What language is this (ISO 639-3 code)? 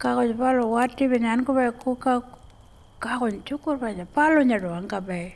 pjt